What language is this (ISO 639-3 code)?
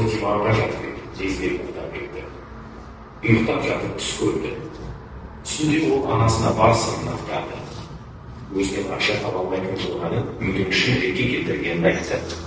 kaz